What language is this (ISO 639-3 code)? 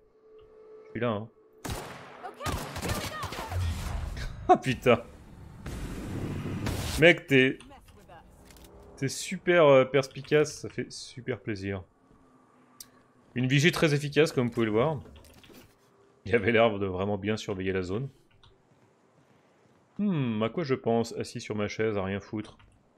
fra